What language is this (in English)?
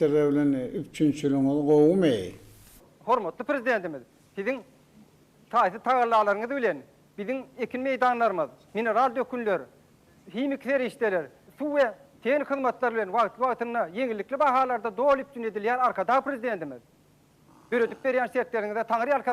Turkmen